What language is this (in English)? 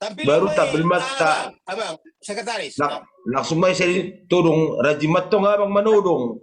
Batak Toba